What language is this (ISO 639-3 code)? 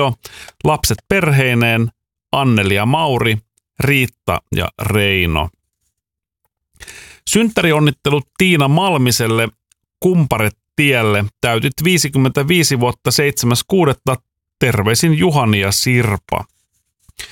fin